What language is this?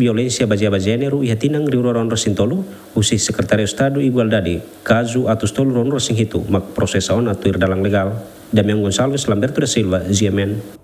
Tetum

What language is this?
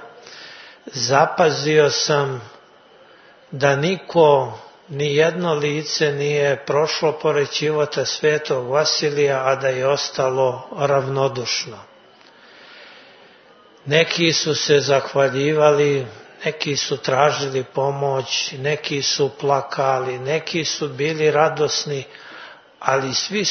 Serbian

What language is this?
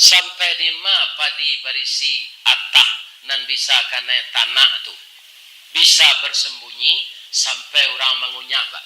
Minangkabau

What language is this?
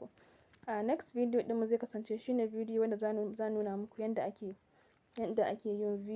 Hausa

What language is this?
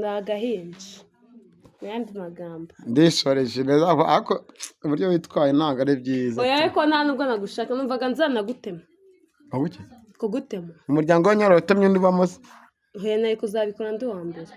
Kinyarwanda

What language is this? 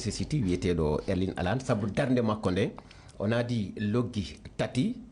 Fula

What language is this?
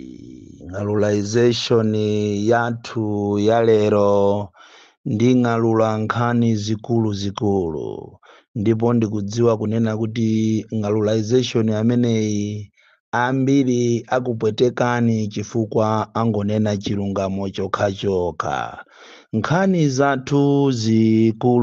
Nyanja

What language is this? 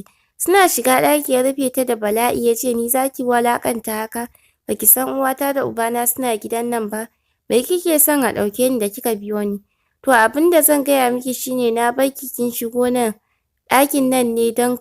Hausa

